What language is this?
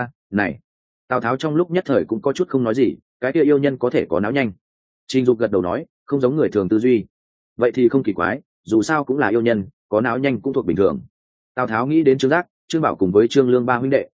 Vietnamese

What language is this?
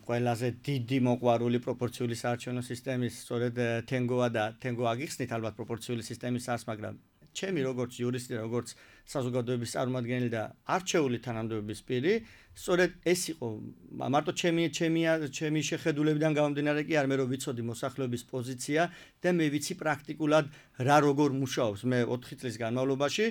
Georgian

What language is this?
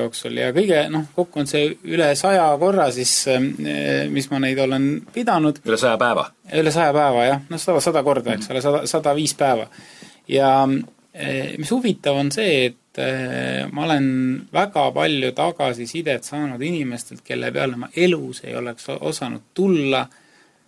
Estonian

